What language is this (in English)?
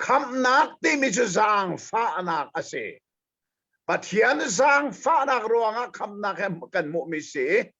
Hakha Chin